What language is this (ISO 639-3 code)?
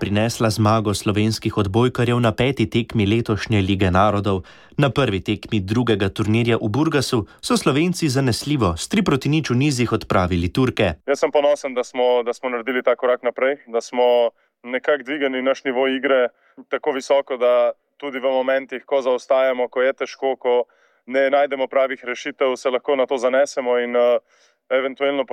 slv